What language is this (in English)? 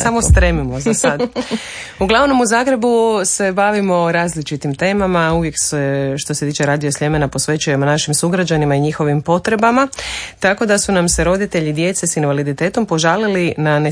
Croatian